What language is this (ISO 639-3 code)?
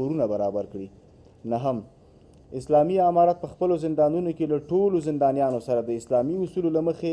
pus